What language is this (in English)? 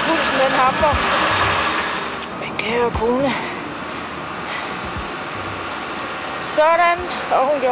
Danish